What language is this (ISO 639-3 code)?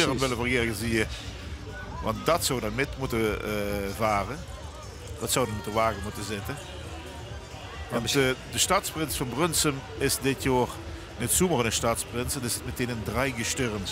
lim